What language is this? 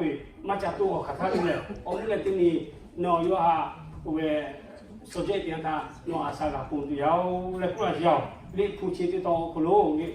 Lahu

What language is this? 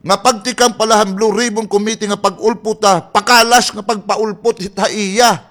Waray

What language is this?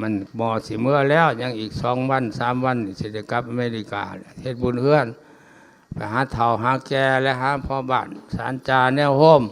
Lao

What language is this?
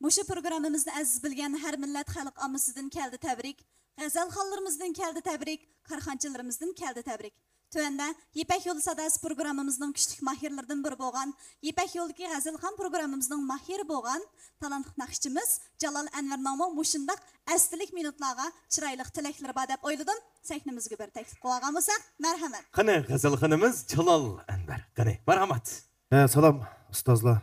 Uyghur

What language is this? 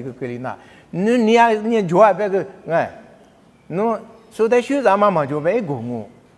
Lisu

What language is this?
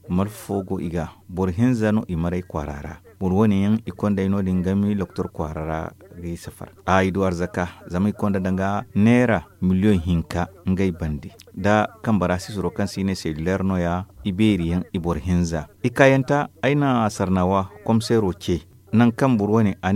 Zarma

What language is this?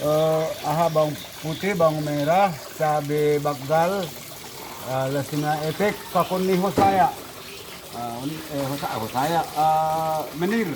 Batak Simalungun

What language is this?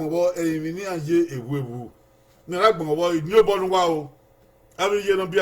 Bini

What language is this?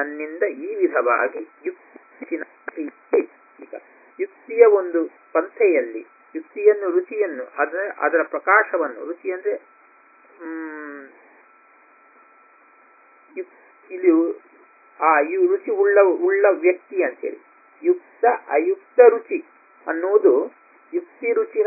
Kannada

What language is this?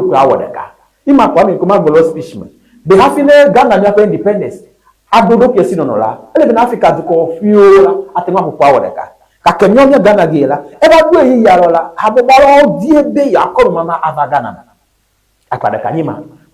Ewe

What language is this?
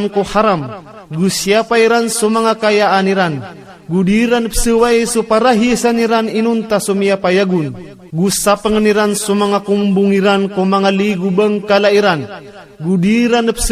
Maranao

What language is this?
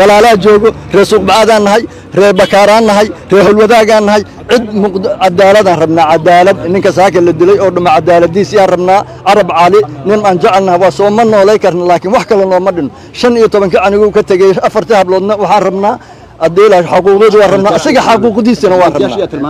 Somali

